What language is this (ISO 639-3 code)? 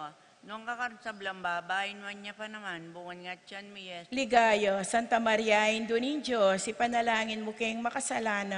pam